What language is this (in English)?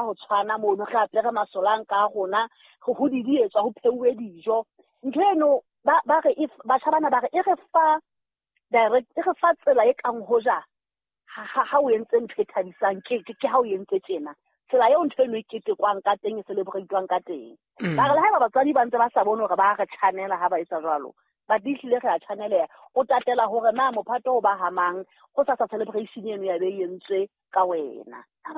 Southern Sotho